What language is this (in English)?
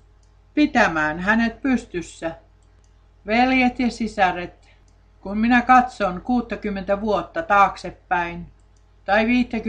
Finnish